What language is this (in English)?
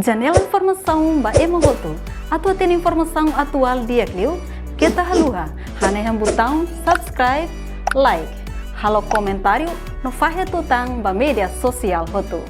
Tetum